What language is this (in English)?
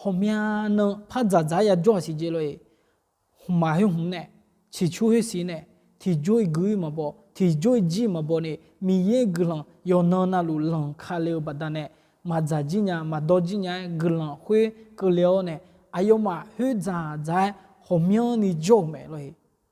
Akha